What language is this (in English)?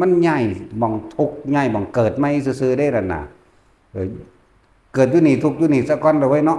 Northeastern Thai